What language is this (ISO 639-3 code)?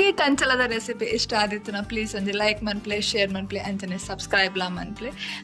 tcy